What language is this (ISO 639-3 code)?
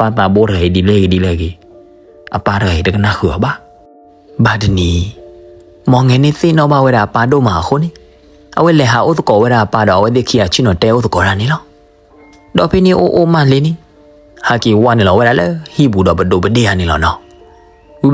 ksw